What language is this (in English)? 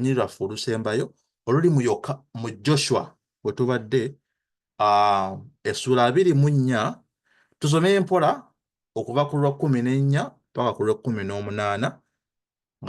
Ganda